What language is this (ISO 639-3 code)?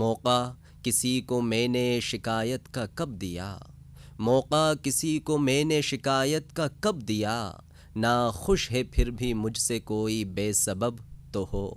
urd